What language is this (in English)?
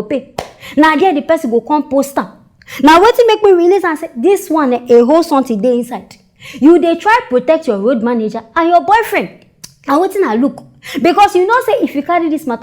Nigerian Pidgin